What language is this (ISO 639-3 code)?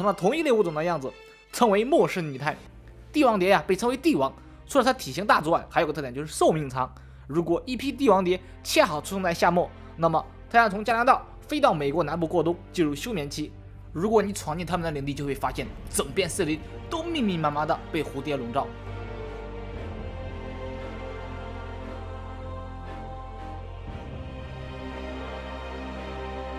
zho